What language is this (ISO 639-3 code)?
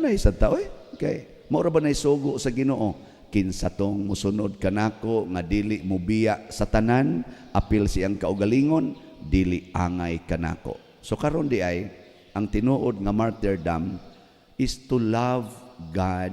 ceb